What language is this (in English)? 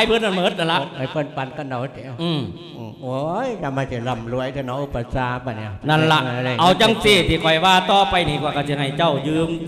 Lao